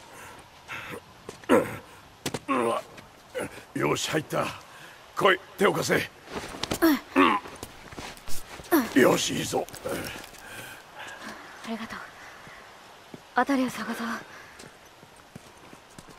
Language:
Japanese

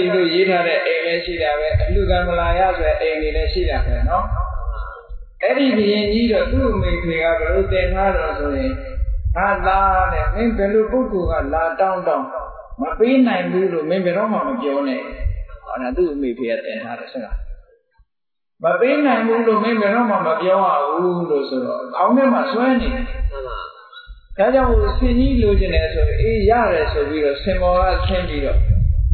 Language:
Burmese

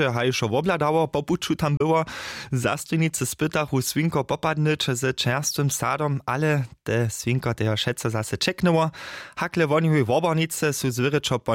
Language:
Upper Sorbian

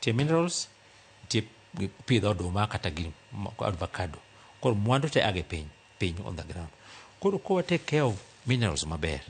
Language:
Luo (Kenya and Tanzania)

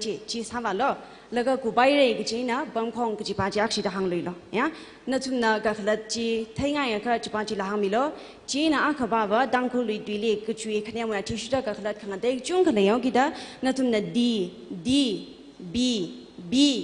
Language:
Tangkhul Naga (India)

